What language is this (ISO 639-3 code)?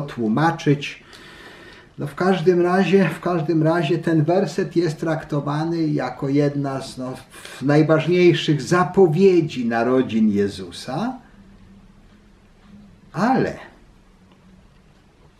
pol